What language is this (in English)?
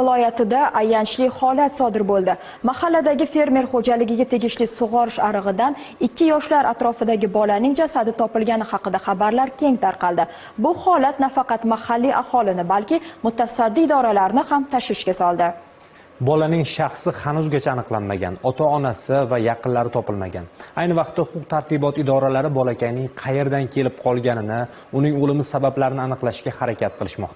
Uzbek